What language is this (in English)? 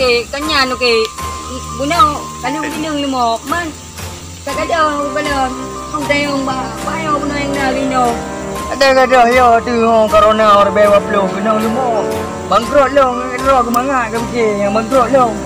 Achinese